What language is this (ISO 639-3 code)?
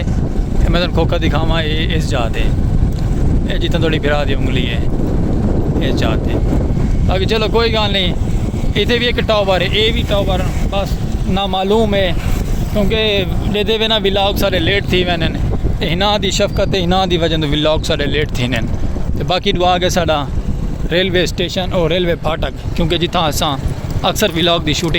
skr